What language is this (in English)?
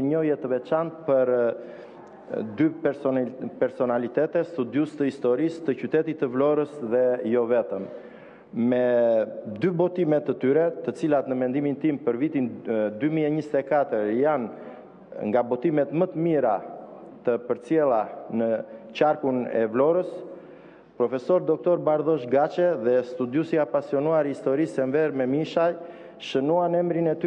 Albanian